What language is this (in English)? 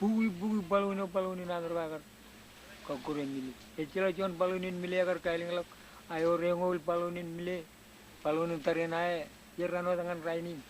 Marshallese